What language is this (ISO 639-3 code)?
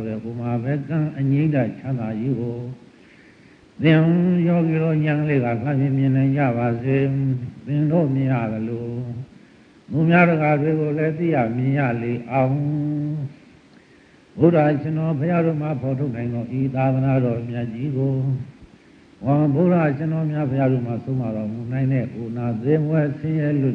mya